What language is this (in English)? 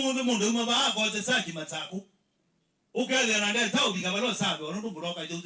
Kamba